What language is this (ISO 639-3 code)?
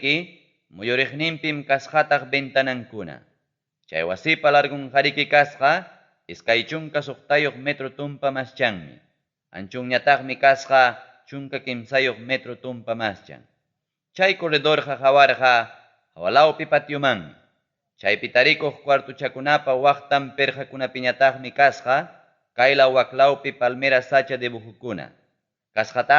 quy